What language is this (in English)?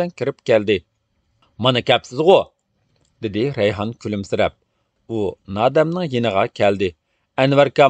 Uyghur